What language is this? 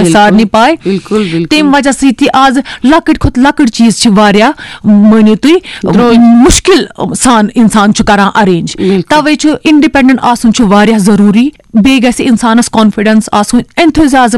Kashmiri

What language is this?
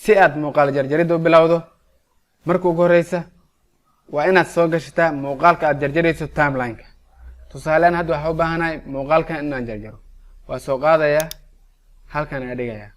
Somali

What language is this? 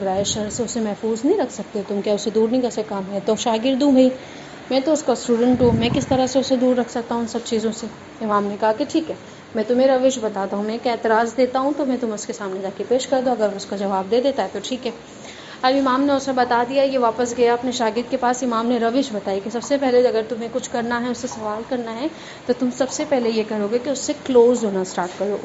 Urdu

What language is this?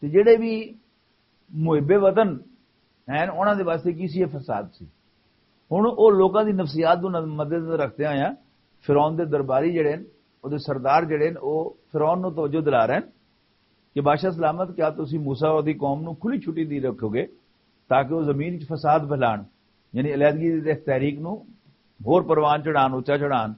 Western Panjabi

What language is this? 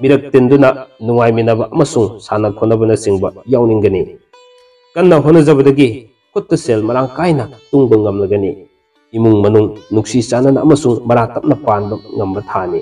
Manipuri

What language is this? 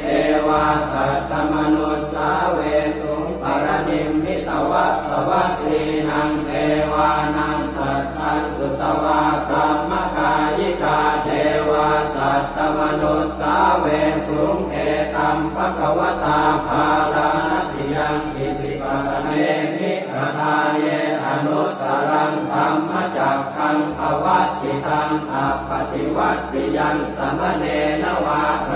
Pali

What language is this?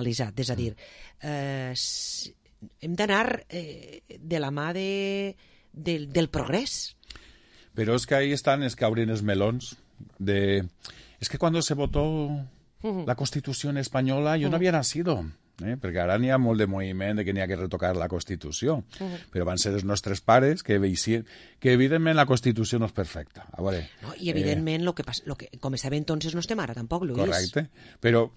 Catalan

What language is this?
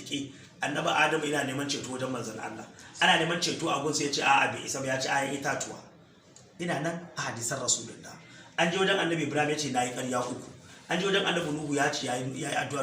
Hausa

